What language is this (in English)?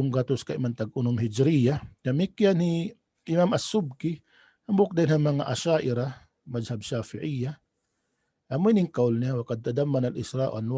Tausug